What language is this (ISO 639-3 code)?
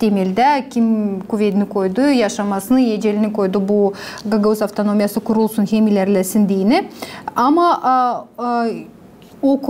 gag